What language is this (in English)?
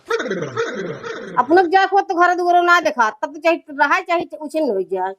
Awadhi